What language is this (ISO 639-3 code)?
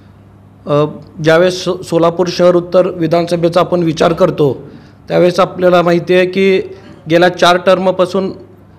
mar